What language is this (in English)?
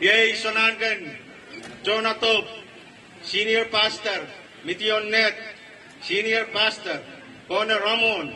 Pohnpeian